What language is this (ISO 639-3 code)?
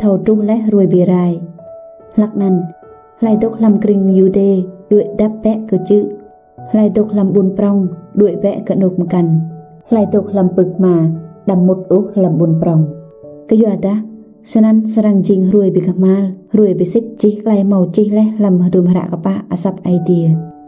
rad